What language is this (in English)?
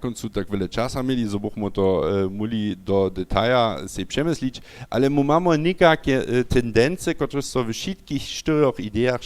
Upper Sorbian